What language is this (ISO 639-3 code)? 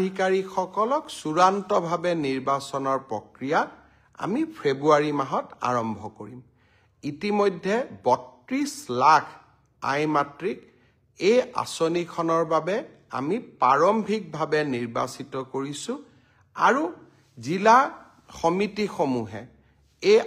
asm